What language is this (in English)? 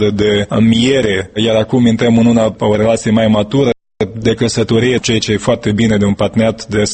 Romanian